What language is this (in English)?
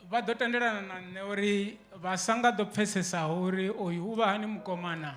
Venda